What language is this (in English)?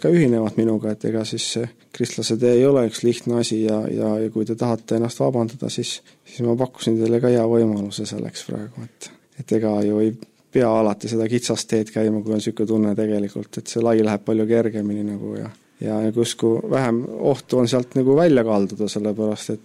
Estonian